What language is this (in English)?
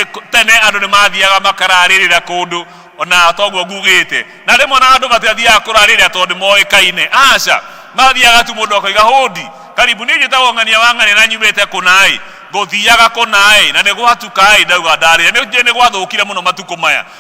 Kikuyu